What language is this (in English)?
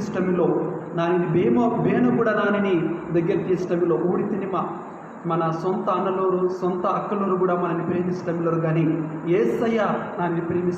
Koya